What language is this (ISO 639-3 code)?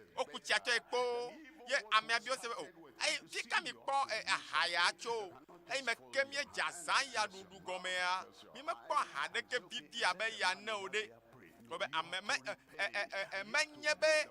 ewe